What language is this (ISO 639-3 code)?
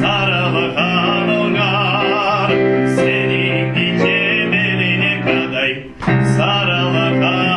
crh